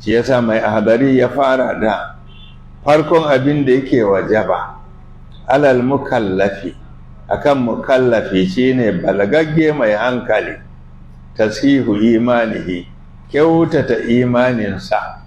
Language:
Hausa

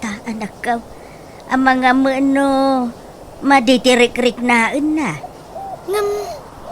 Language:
Iloko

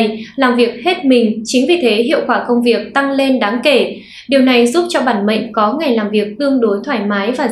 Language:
Vietnamese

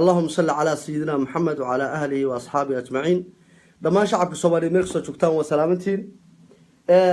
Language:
Somali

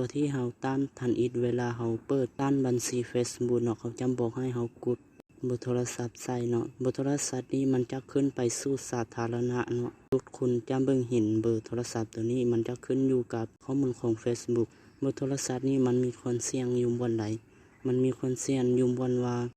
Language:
Lao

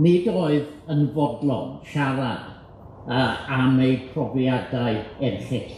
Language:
Welsh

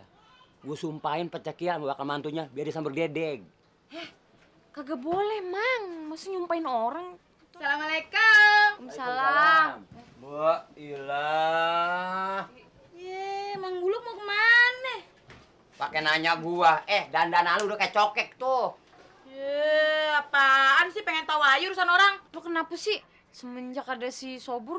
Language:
Betawi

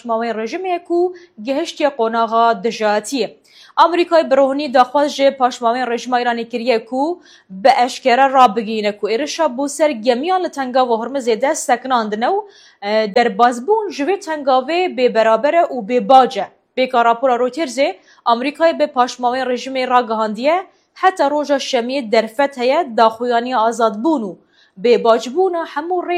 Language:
Kurdish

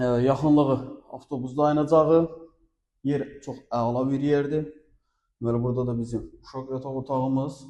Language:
Azerbaijani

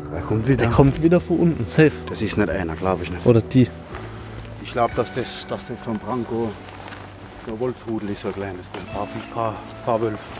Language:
German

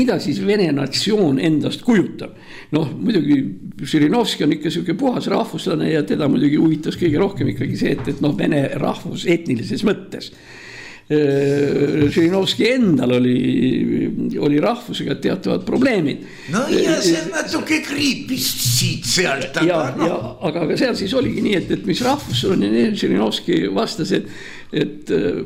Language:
Estonian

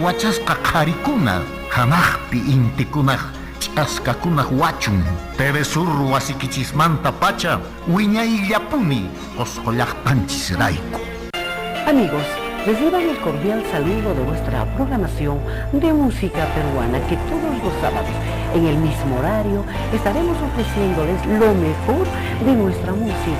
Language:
Quechua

